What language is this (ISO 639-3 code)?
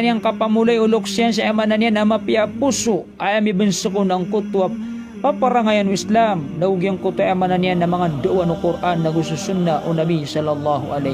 mrw